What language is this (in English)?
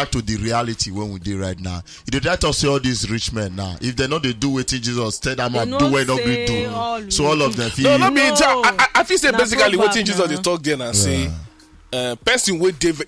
Nigerian Pidgin